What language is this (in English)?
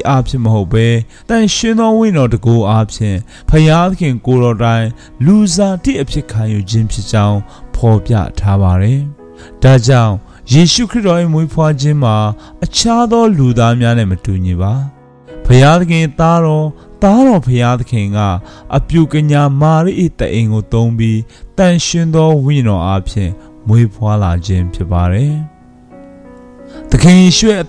Burmese